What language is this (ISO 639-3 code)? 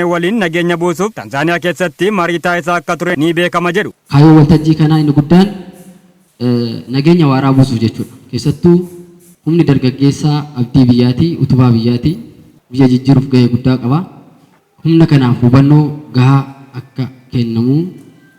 orm